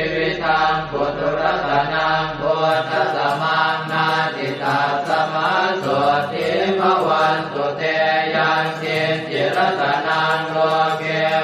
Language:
Pali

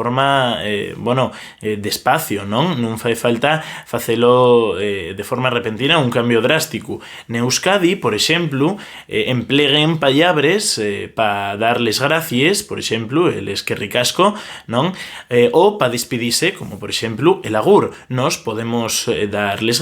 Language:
Asturian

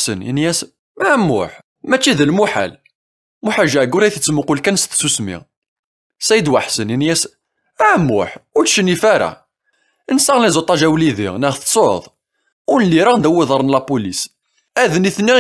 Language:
Kabyle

